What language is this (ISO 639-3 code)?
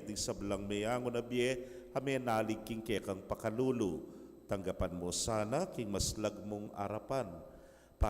pam